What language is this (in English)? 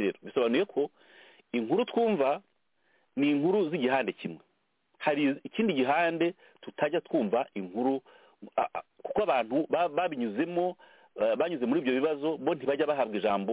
Kinyarwanda